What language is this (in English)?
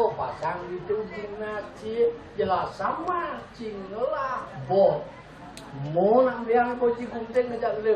Balinese